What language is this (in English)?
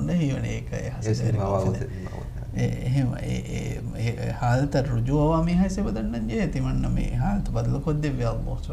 Divehi